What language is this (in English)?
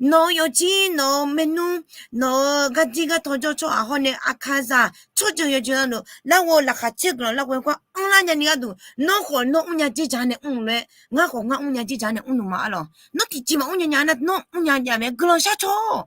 Akha